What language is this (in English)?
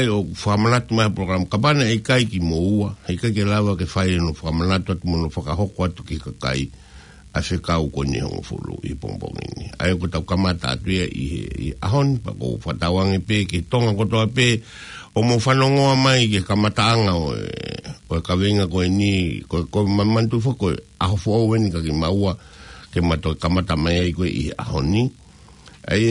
Tongan